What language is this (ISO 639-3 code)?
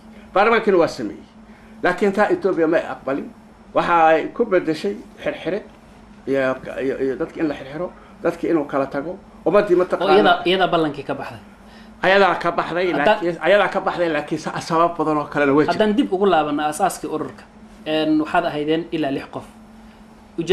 som